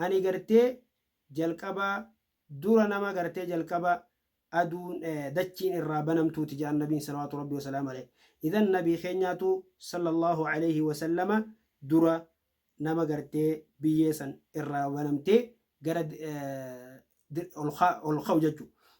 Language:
Oromo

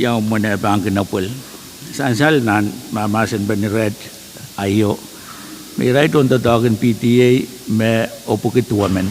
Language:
Pohnpeian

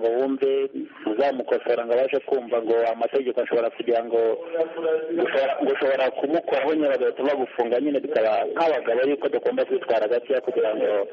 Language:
Kinyarwanda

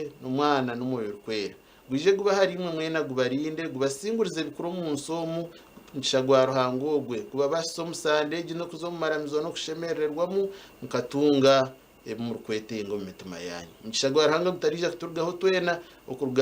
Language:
Nyankole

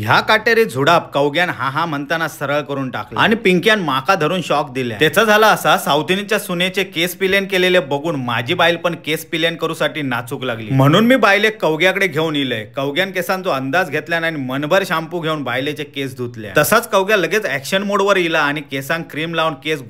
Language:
Konkani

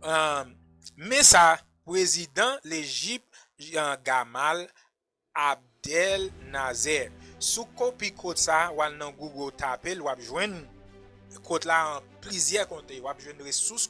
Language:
Haitian Creole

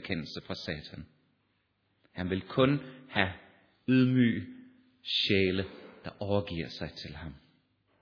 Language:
Danish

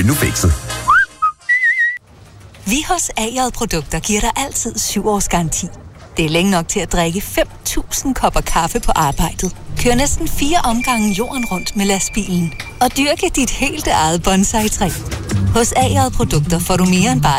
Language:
Danish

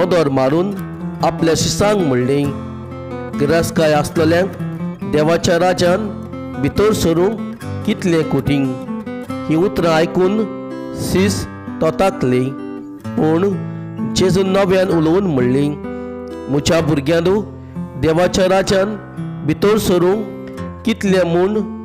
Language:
Konkani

